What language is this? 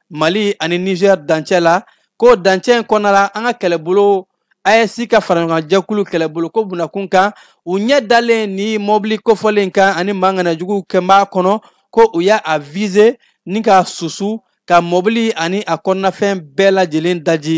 Bambara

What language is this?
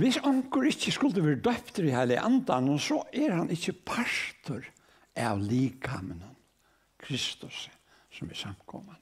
Faroese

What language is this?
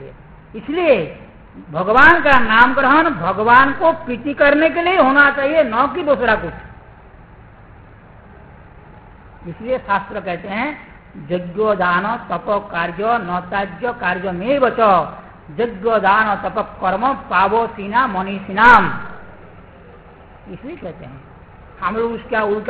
Hindi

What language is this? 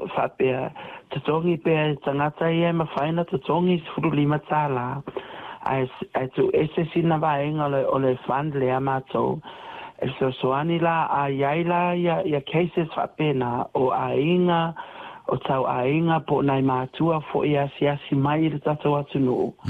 Samoan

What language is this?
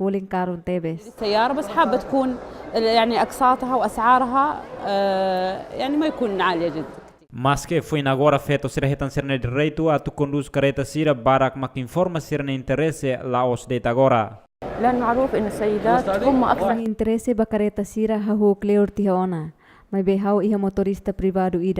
Tetum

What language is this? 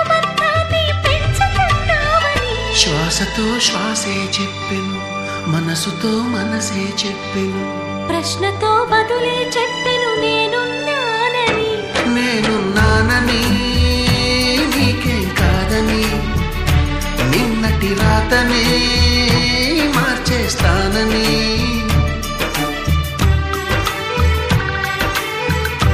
Telugu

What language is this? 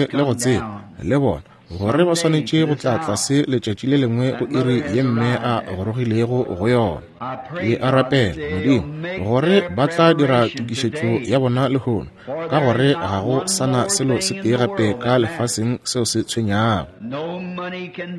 Northern Sotho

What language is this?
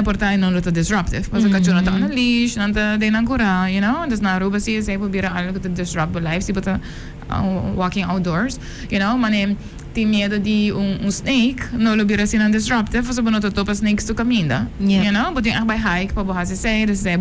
Papiamento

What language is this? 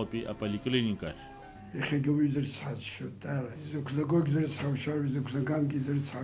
Abkhazian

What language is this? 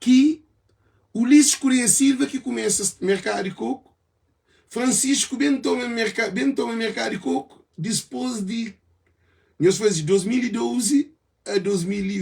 Kabuverdianu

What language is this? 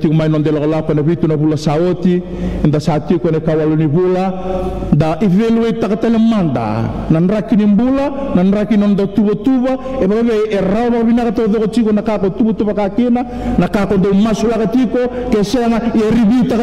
Fijian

